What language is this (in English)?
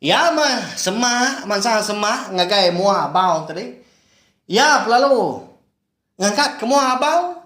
Iban